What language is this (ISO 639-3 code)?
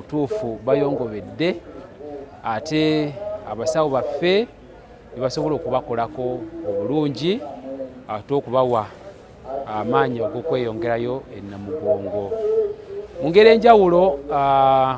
lug